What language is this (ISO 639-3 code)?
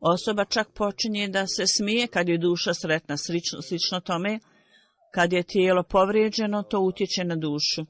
bos